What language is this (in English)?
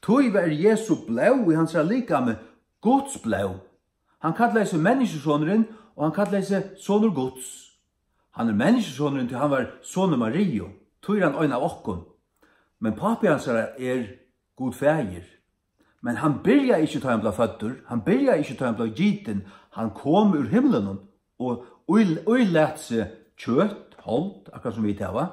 Faroese